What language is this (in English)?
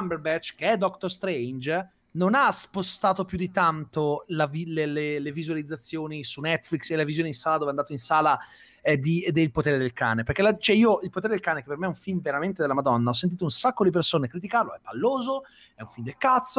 Italian